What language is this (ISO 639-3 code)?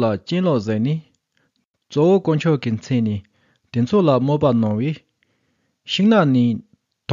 bod